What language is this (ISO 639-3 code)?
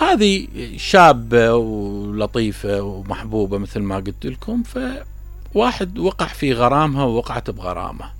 acm